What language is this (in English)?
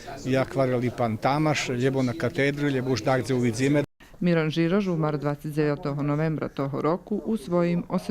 Rusyn